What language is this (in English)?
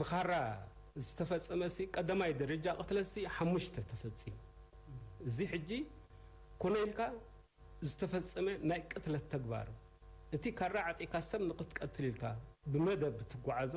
Tigrinya